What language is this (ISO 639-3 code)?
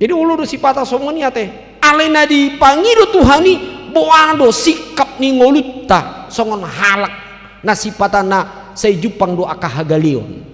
bbc